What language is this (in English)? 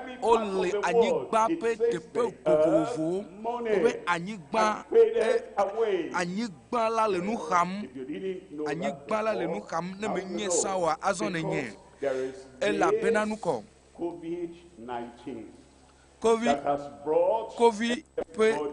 Ewe